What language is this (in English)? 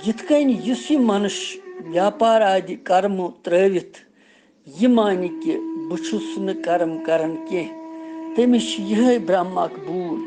Kashmiri